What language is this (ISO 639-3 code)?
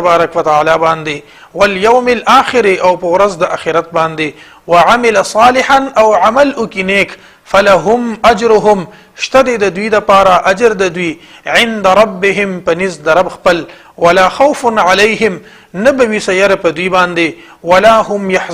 pus